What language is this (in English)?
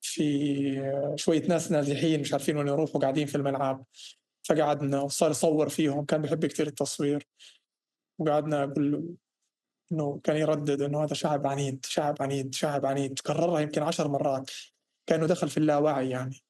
North Levantine Arabic